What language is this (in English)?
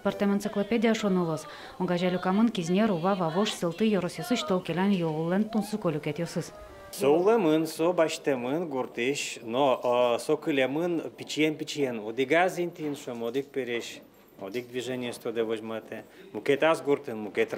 Udmurt